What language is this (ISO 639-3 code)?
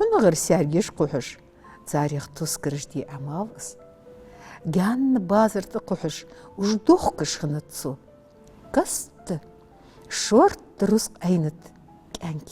inh